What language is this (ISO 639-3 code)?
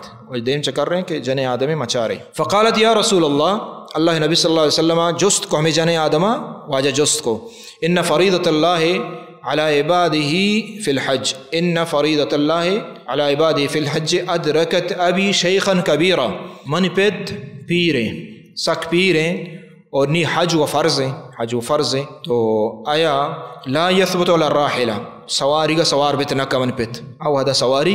bal